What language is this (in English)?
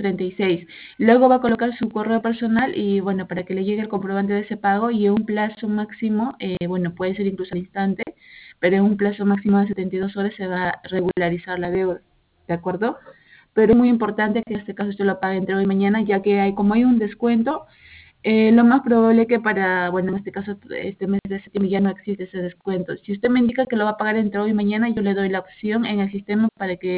Spanish